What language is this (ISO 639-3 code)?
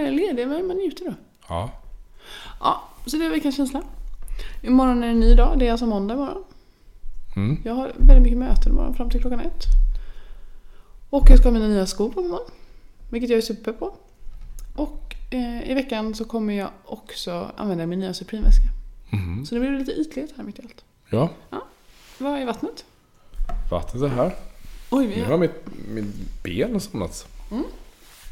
swe